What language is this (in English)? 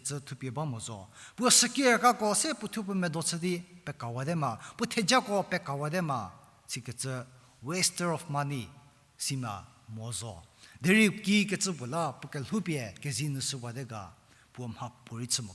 Angami Naga